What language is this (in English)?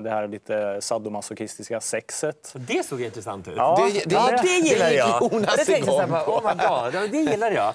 Swedish